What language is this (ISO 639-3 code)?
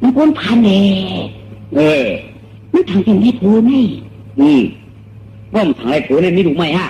shn